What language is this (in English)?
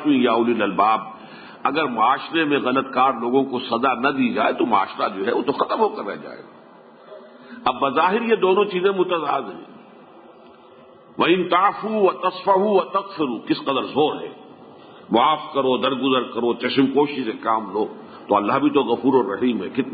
Urdu